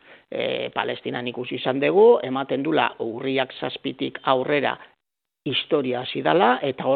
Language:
Basque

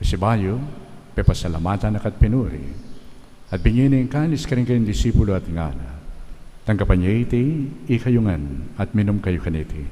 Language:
Pampanga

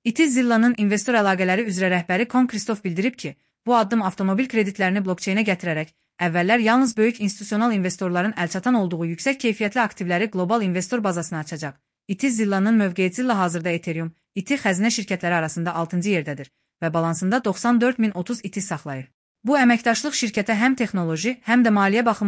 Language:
Azerbaijani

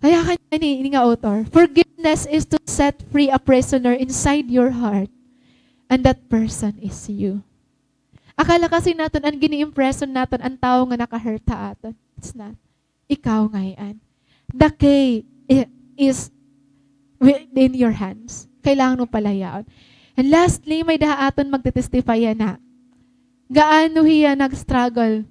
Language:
Waray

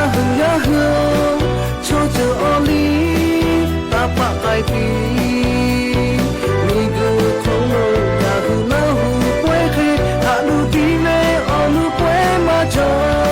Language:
Lahu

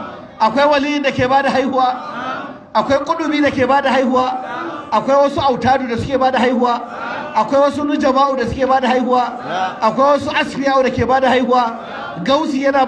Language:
Hausa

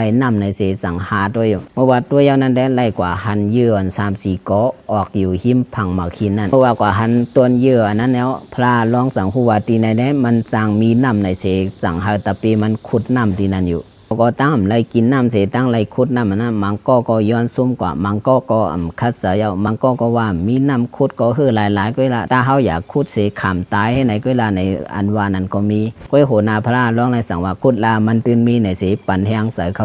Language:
Shan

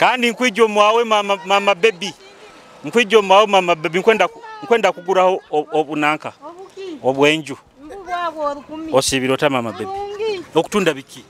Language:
Nyoro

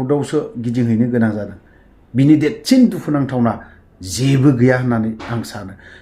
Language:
Bodo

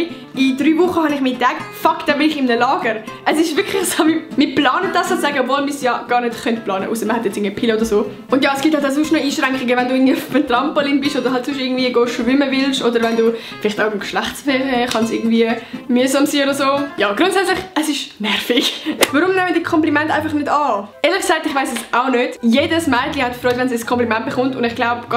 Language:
Swiss German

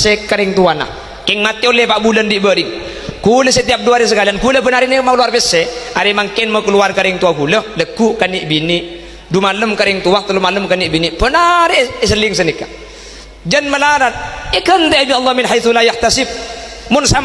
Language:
Madurese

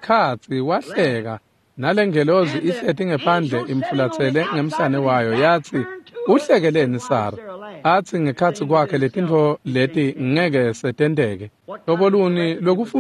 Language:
Swati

